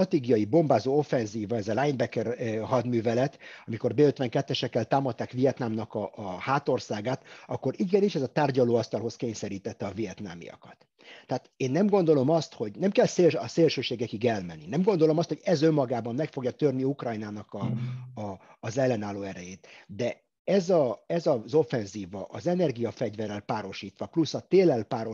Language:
Hungarian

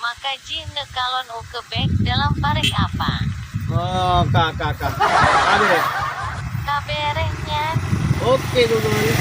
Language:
Achinese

